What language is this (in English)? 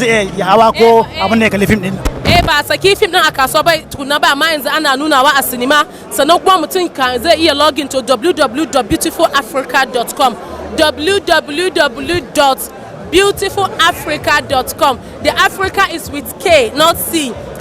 Hausa